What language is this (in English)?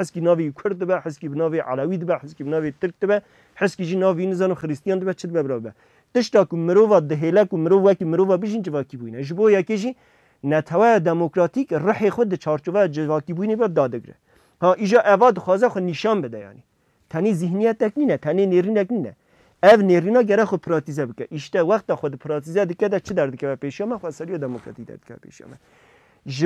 Kurdish